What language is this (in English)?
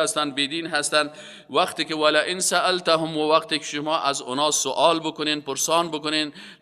Persian